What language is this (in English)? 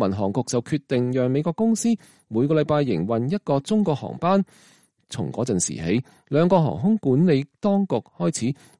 Cantonese